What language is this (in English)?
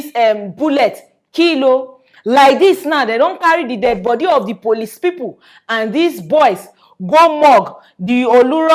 Nigerian Pidgin